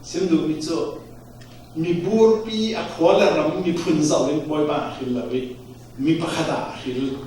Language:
Falam Chin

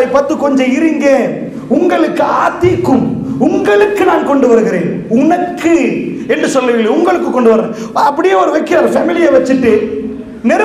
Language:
Tamil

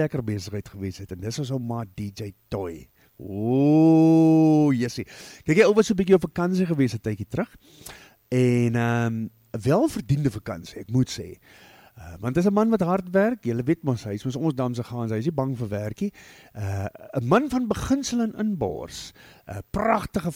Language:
Afrikaans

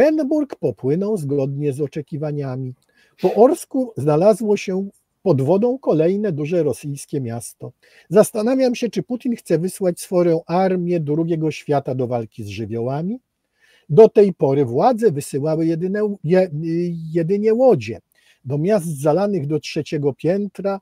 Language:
Polish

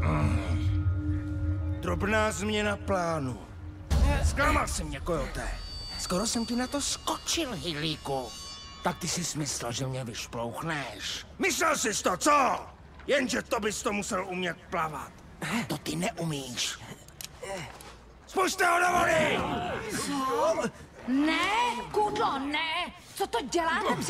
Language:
Czech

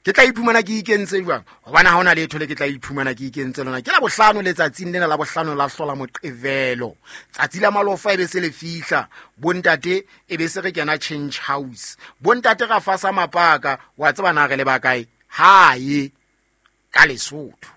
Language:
Southern Sotho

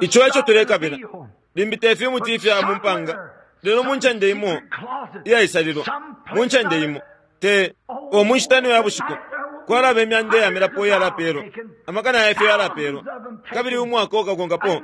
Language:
Bemba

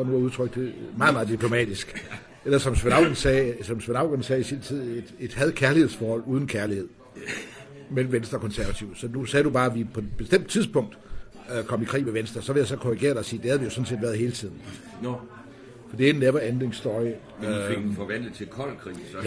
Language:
Danish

